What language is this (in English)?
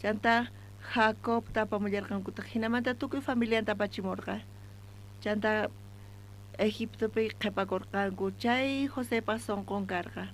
South Bolivian Quechua